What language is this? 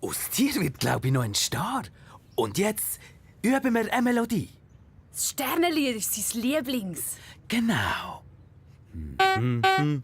Swiss German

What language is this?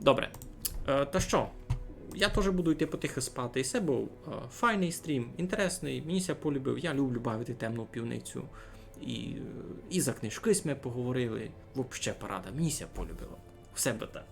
Rusyn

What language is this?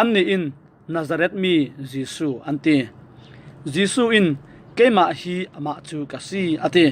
Falam Chin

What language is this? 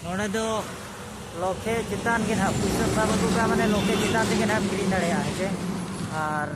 Santali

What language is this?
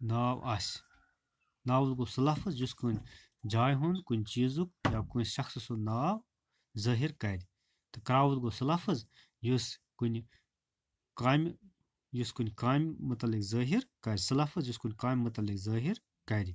Kashmiri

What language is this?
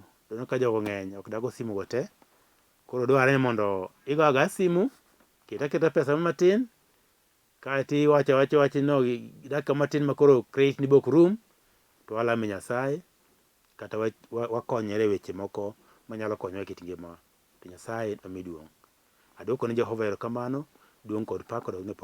Luo (Kenya and Tanzania)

